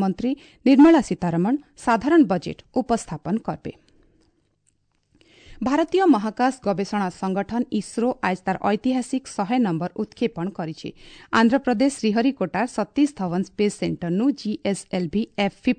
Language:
Odia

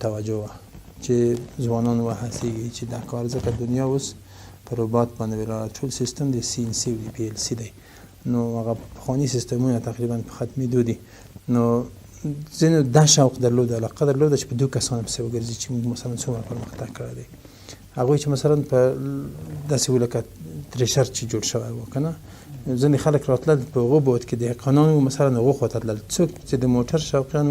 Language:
Pashto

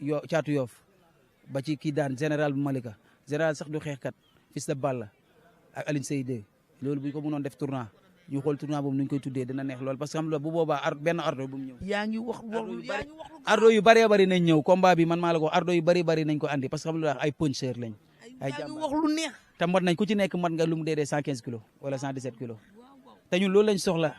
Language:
Wolof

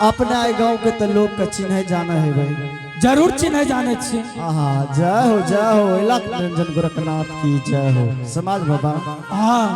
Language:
Angika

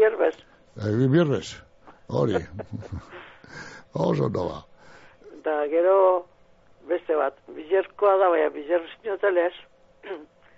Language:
Basque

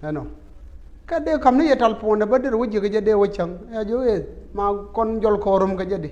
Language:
Nuer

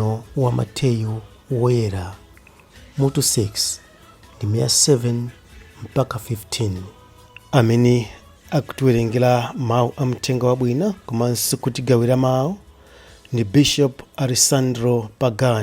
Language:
Nyanja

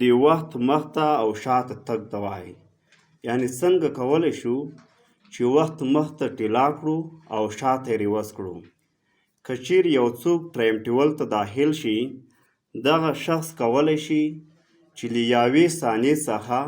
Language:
Pashto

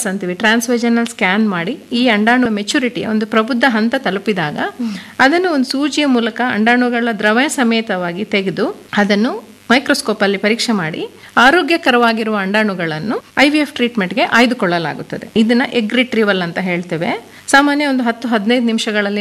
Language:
Kannada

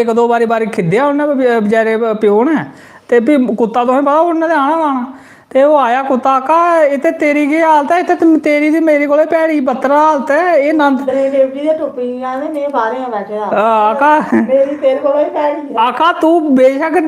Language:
Dogri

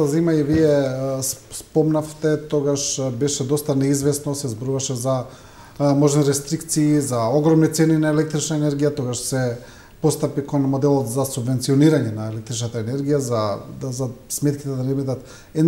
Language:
Macedonian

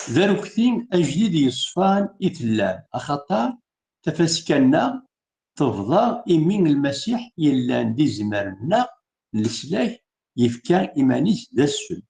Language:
Kabyle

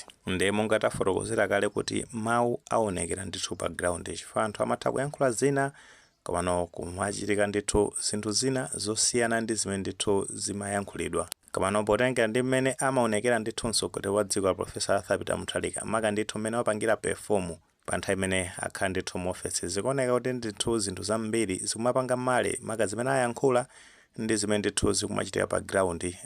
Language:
Nyanja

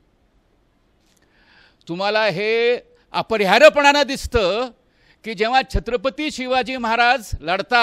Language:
Marathi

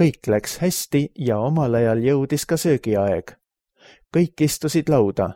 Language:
Estonian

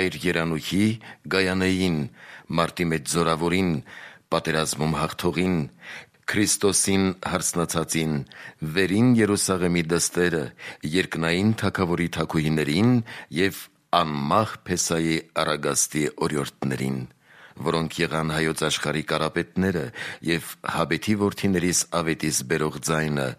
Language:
Armenian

